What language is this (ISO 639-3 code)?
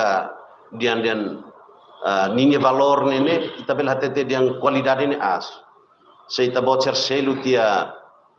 tet